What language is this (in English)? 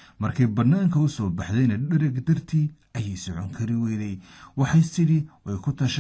Somali